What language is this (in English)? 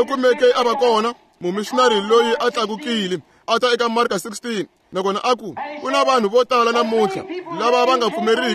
Tsonga